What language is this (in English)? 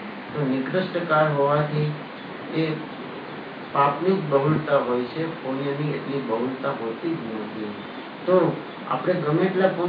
Gujarati